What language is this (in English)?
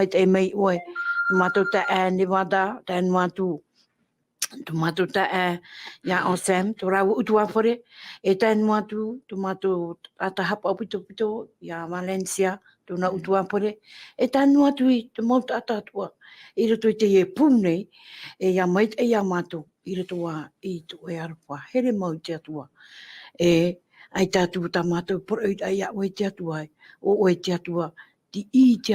Tahitian